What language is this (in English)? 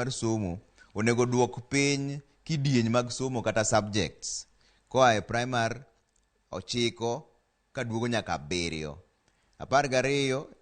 Luo (Kenya and Tanzania)